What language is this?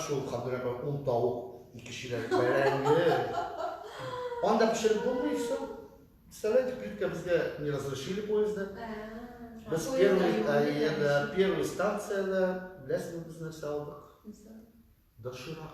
Tatar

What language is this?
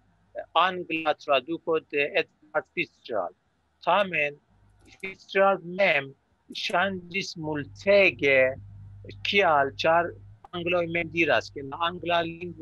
Esperanto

